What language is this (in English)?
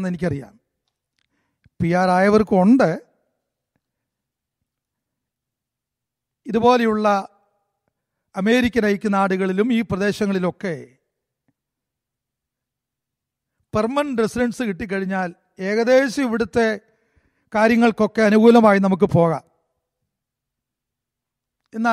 Malayalam